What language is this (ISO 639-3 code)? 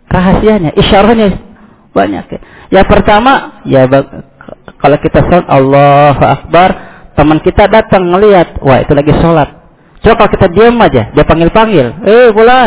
ind